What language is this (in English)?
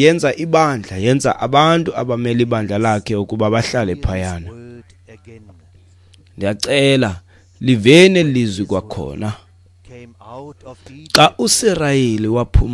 Xhosa